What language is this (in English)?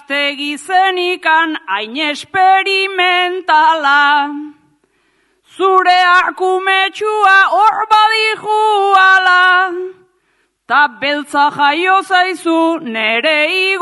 Basque